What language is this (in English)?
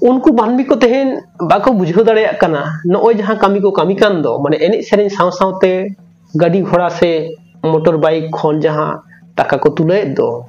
Santali